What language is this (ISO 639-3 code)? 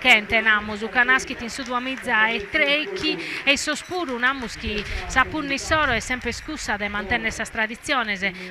srd